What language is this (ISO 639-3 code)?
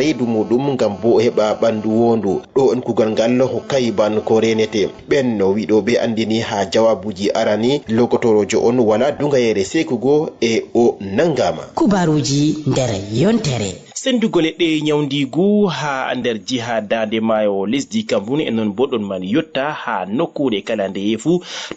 ful